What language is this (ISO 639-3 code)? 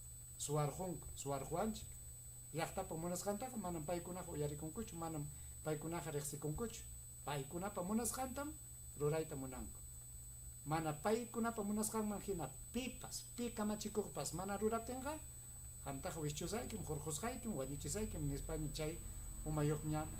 quy